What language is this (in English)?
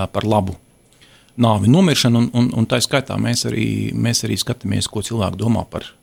Latvian